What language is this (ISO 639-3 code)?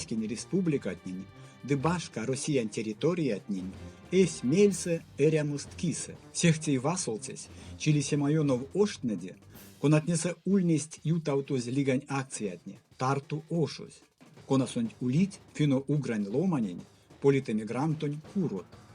myv